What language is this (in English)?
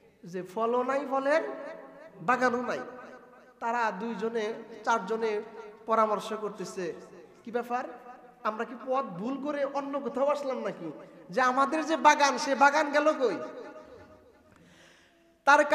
Bangla